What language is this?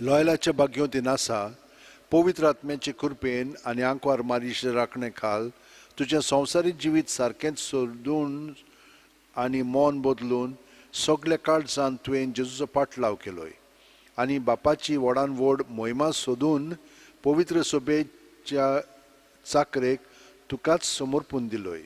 Konkani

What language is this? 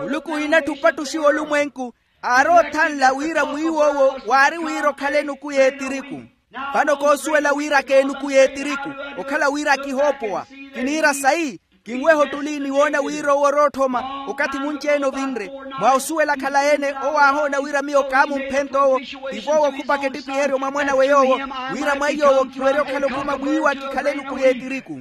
Makhuwa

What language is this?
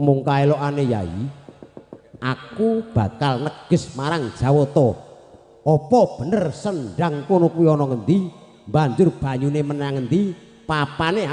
Javanese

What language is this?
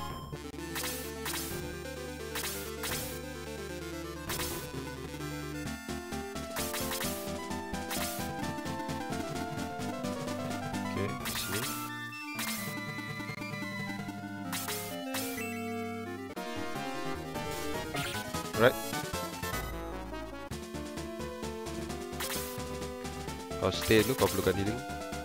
Malay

